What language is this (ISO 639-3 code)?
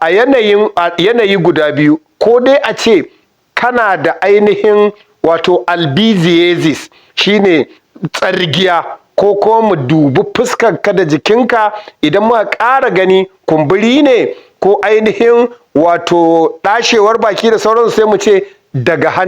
hau